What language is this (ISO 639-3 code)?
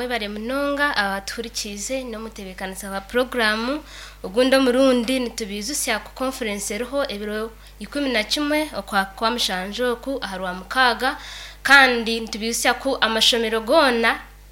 nyn